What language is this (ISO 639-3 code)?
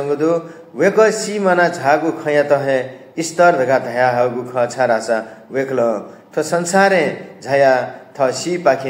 new